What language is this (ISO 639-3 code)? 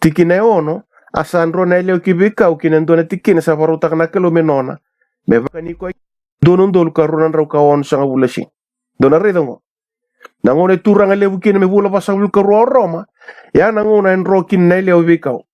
fij